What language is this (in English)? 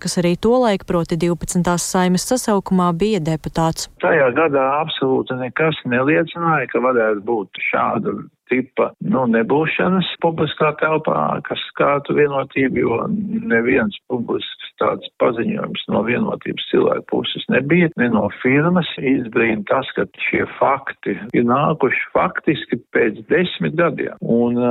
Latvian